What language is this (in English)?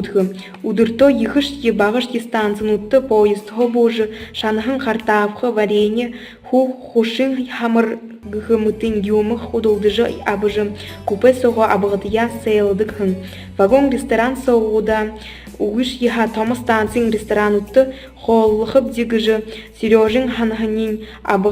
Buriat